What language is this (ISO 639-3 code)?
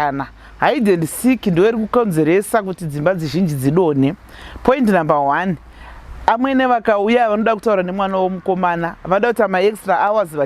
sna